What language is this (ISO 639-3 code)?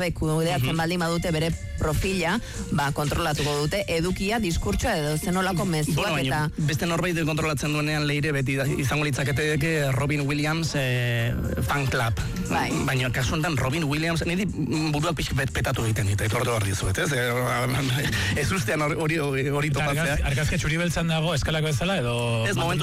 eus